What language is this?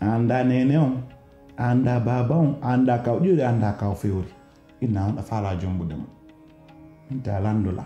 Pular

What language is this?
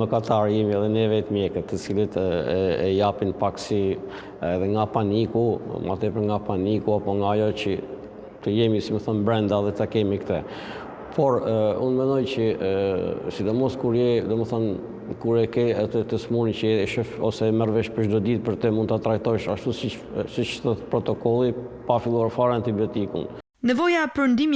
Albanian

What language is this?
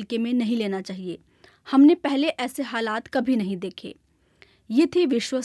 Hindi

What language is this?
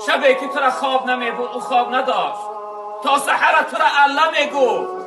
Tajik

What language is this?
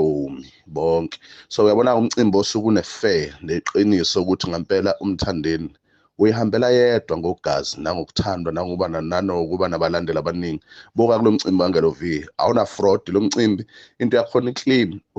Zulu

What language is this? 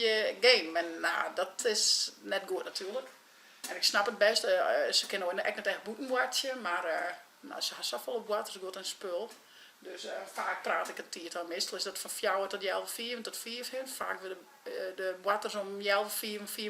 Western Frisian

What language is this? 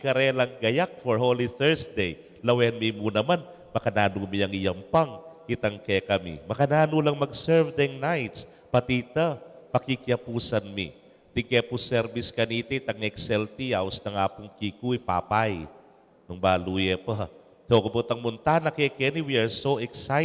Pampanga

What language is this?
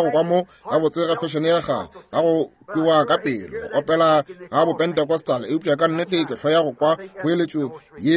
Northern Sotho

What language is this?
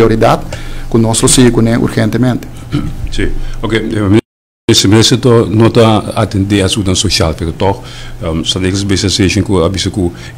Papiamento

